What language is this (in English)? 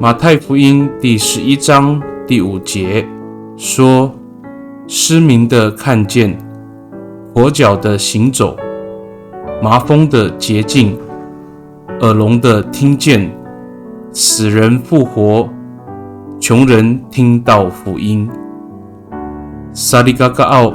Amis